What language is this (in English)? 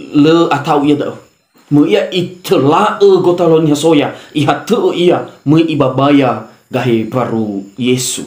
Nias